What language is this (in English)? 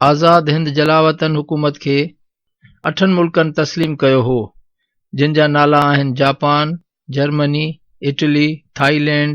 Sindhi